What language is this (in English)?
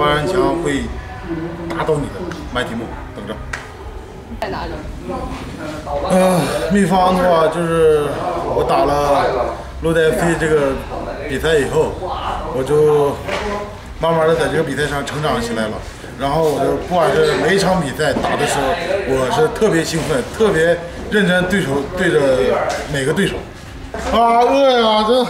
Chinese